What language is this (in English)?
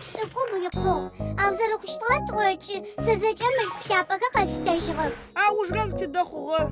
Adyghe